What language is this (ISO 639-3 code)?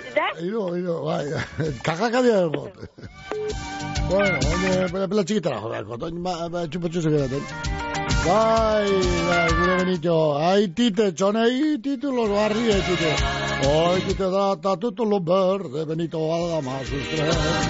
eus